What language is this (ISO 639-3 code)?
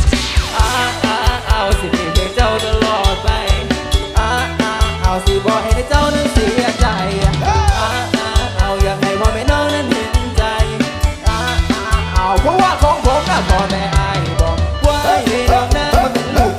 tha